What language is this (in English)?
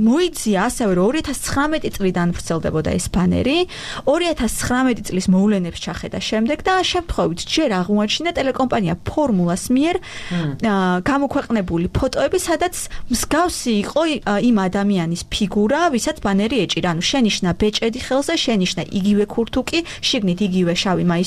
Georgian